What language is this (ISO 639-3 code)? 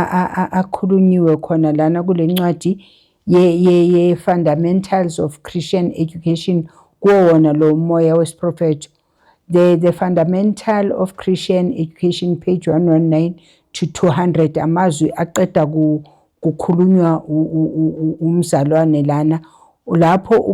zul